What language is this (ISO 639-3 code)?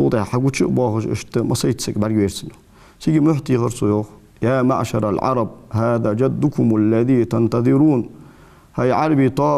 inh